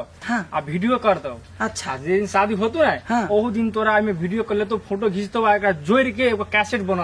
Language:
Maithili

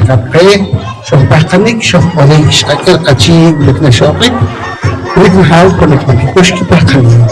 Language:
Poqomchi'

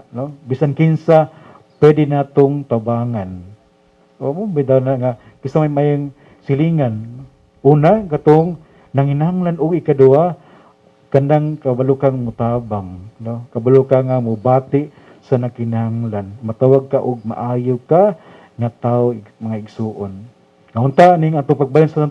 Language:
Cebuano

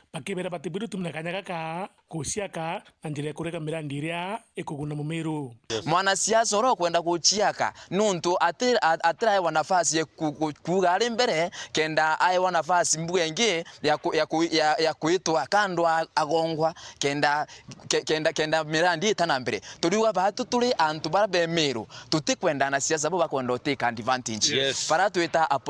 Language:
Meru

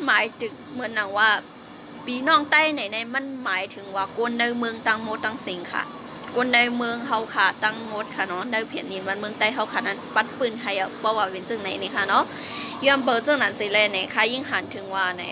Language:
Shan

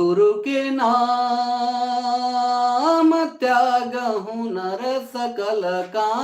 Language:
Sadri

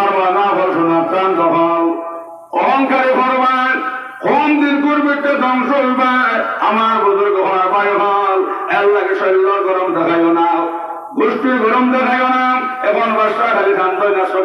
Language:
Sylheti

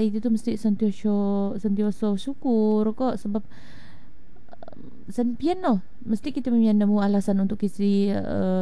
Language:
Malay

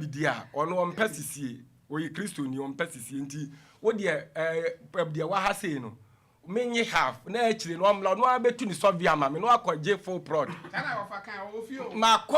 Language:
Akan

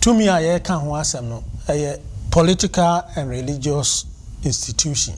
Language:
Akan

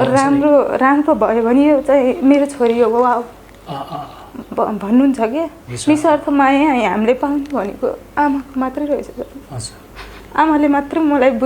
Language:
Nepali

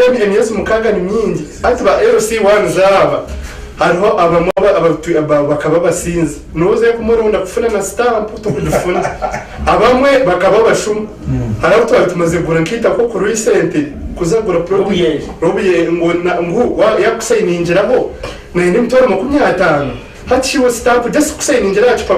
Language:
Nyankole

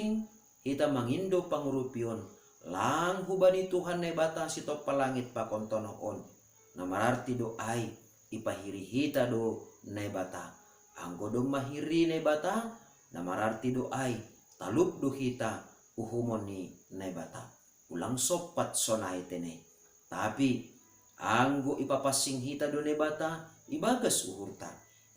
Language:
Batak Simalungun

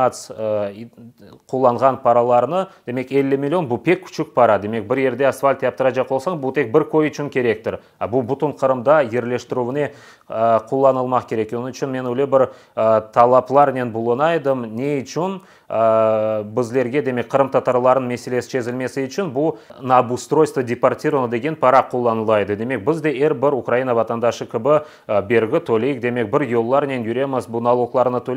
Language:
Crimean Tatar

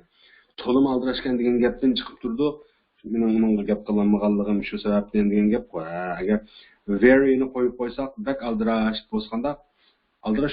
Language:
Uyghur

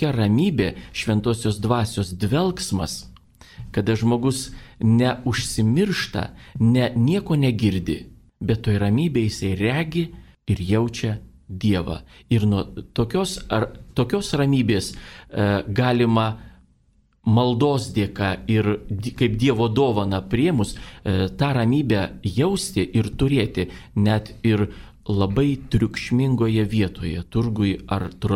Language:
Lithuanian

